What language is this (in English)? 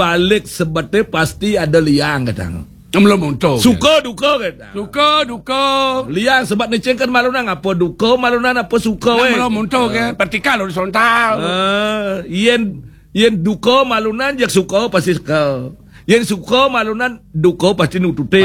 Balinese